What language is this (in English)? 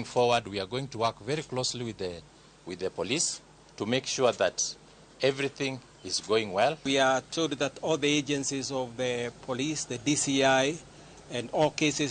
Luo (Kenya and Tanzania)